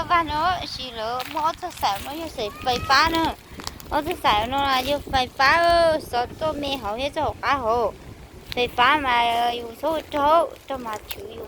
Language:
Hmong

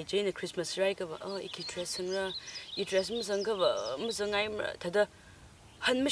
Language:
Tangkhul Naga (India)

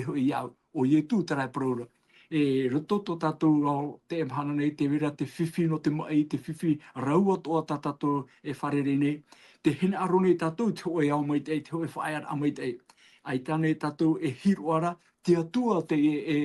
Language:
Tahitian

